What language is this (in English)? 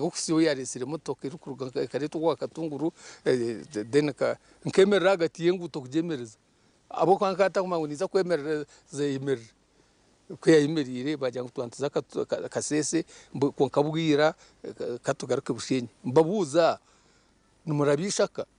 Nyankole